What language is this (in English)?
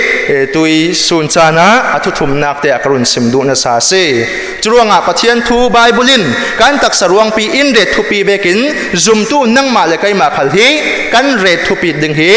Falam Chin